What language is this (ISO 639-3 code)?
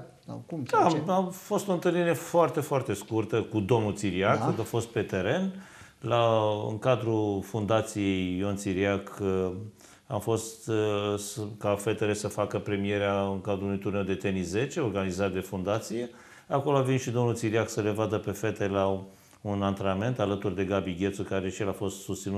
ron